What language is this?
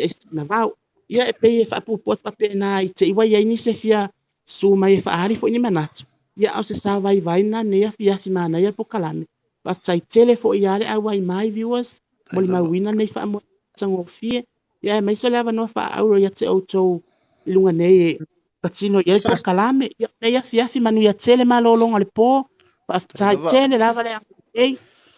Samoan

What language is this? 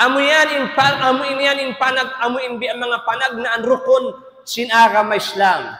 Tausug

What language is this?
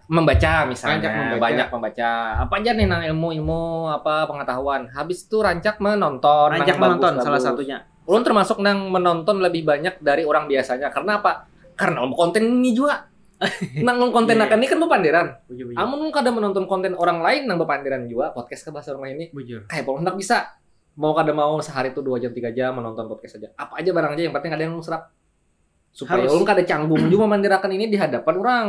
Banjar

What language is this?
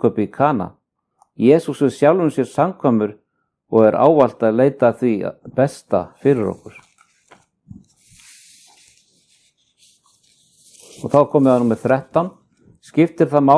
Icelandic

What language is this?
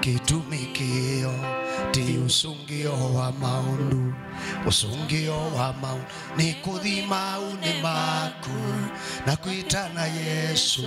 Kamba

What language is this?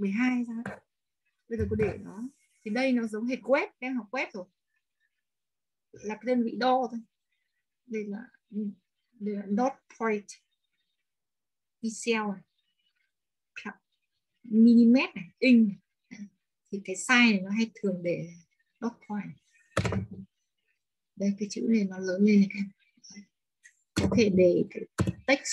Vietnamese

